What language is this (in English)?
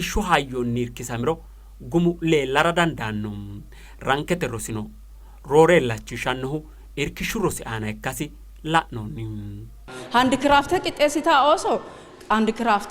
Sidamo